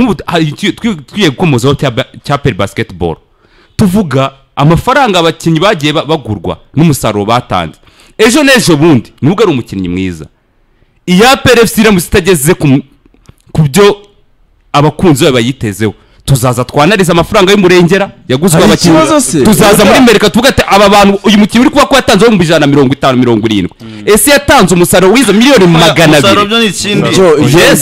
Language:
Kinyarwanda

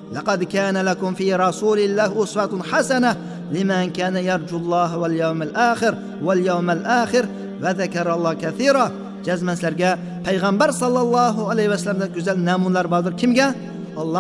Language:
Uyghur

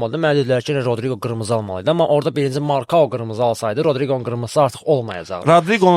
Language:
Azerbaijani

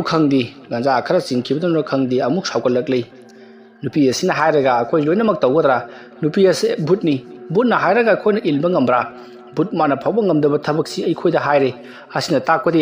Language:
Manipuri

